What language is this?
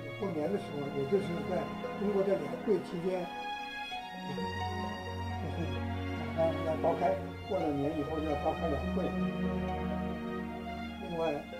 Chinese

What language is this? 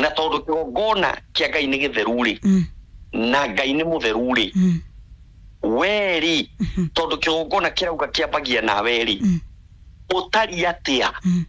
Kikuyu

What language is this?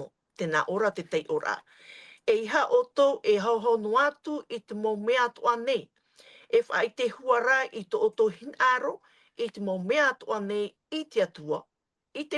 Tahitian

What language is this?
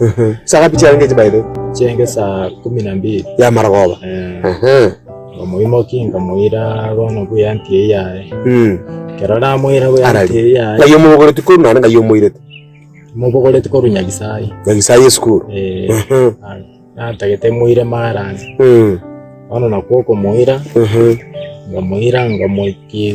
Gusii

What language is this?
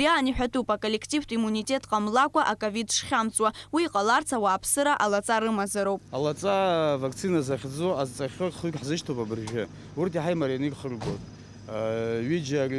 Abkhazian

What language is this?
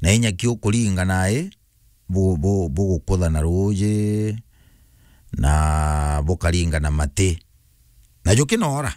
Meru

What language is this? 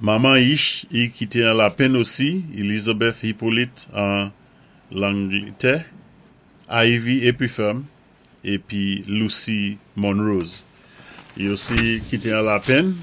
Saint Lucian Creole French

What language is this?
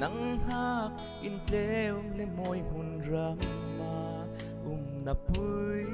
Falam Chin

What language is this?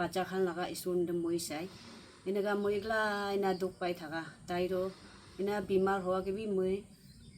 Naga Pidgin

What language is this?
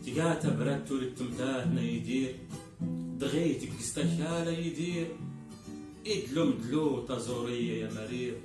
Kabyle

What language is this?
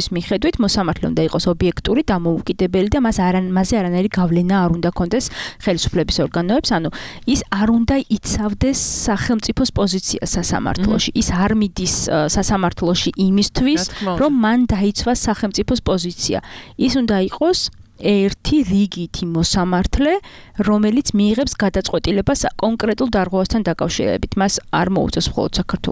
Georgian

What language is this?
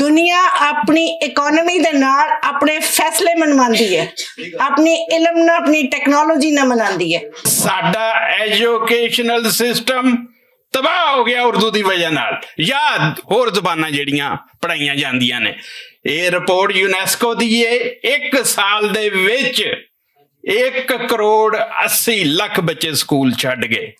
Western Panjabi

